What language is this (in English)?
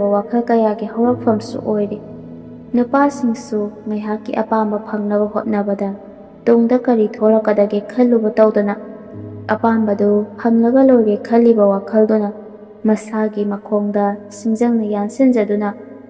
Manipuri